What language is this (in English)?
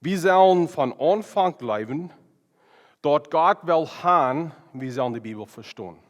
Plautdietsch